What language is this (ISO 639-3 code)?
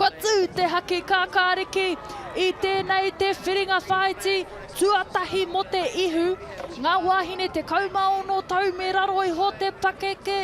mri